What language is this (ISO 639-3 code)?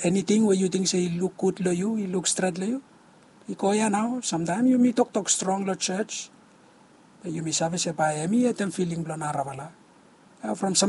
bis